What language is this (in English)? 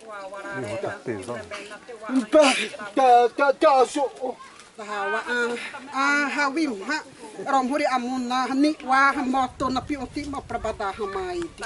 Xavánte